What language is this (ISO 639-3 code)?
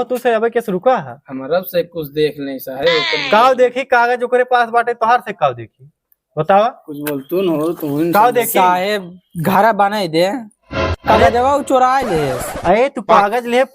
awa